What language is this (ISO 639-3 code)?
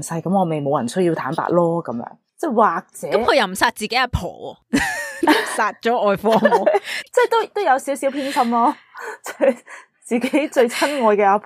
yue